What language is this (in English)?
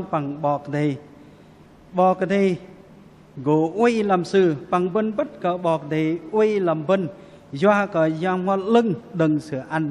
Bahnar